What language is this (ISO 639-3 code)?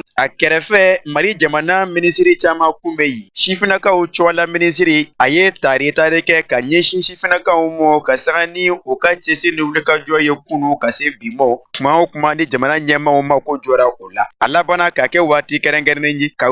bam